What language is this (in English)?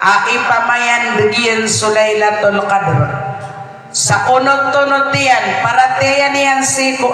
Maranao